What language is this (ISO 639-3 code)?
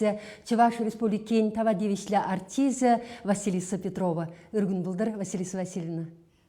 chv